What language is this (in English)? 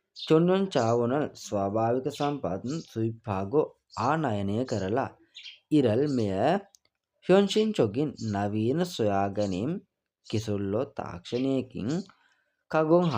Sinhala